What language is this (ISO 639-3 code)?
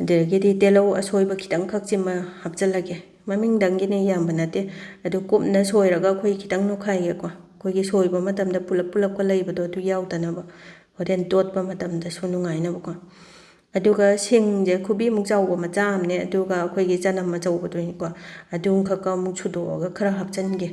mni